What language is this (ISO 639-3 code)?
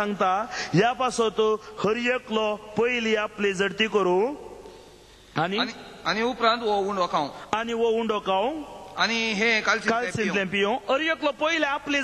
kok